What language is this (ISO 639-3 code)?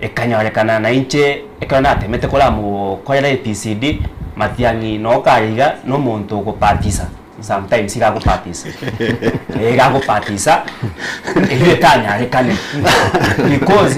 guz